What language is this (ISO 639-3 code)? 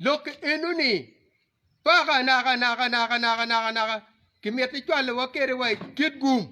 ach